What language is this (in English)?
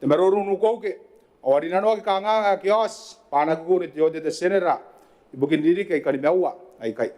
Gilbertese